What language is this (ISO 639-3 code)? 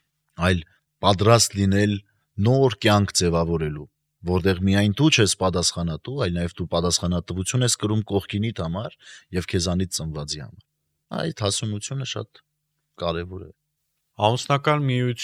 hye